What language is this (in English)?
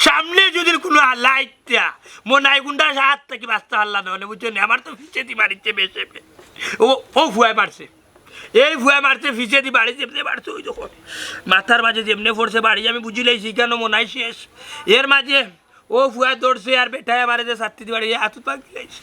Sylheti